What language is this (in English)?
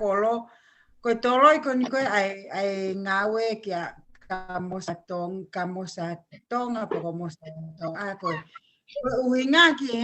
Tongan